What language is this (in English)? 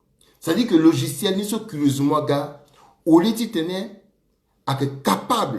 Sango